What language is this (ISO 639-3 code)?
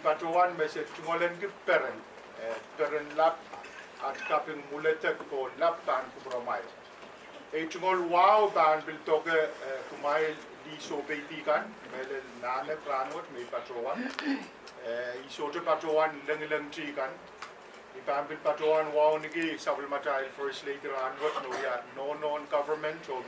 pon